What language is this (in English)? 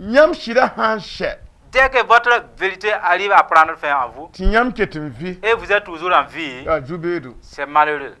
Mossi